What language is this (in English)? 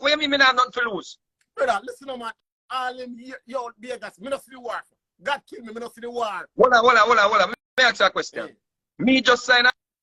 Jamaican Creole English